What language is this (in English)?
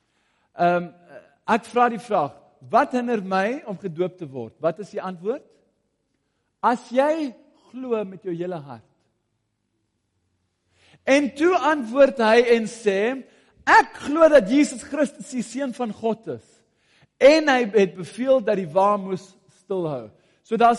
Afrikaans